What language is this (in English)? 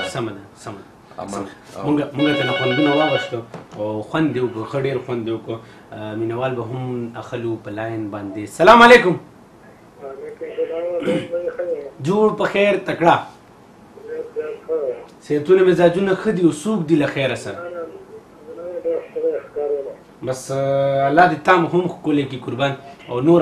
Pashto